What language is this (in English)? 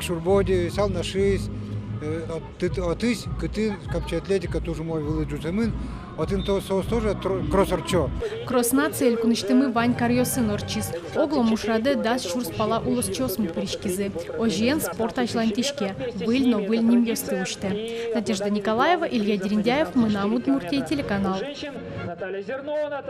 Udmurt